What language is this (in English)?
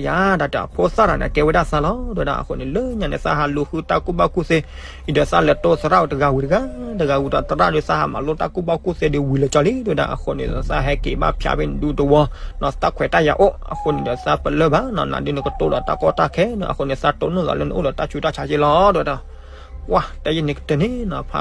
S'gaw Karen